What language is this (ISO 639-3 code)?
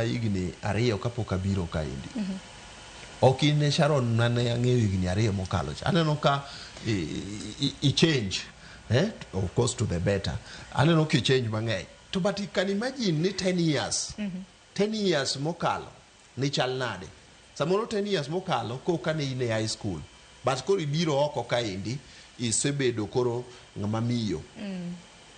luo